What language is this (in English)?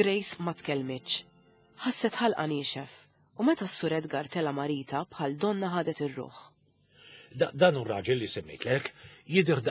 Maltese